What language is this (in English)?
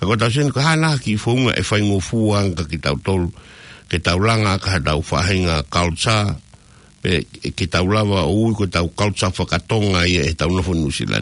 Tongan